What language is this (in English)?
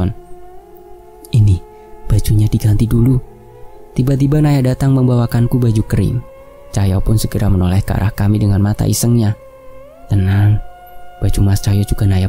Indonesian